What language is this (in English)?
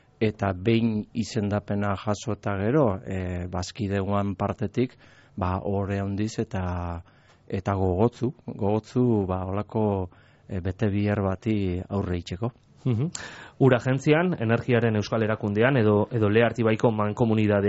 Basque